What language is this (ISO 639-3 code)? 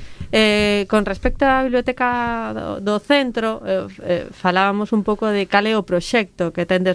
glg